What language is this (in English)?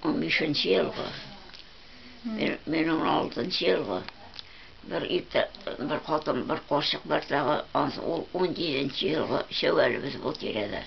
Tatar